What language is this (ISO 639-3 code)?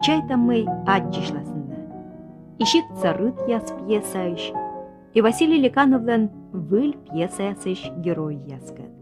kom